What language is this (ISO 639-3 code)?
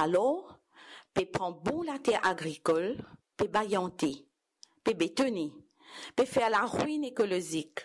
mfe